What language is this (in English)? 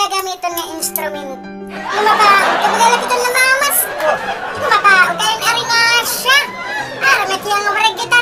Waray